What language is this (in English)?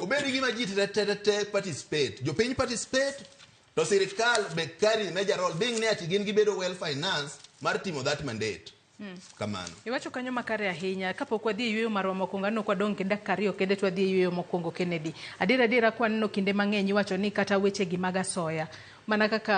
Luo (Kenya and Tanzania)